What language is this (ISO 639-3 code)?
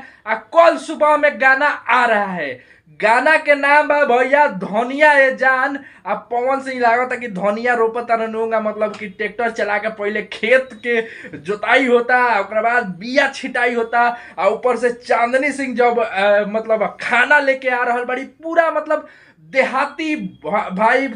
bho